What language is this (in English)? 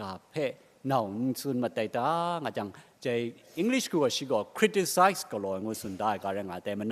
Kachin